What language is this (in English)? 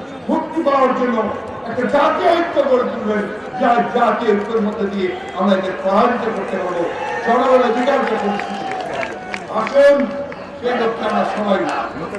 Bangla